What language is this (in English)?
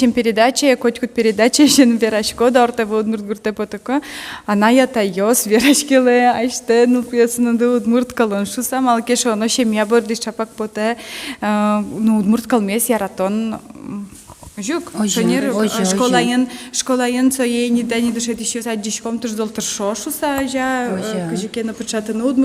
Udmurt